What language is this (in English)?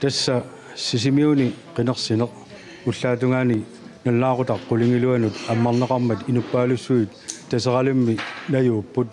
Kalaallisut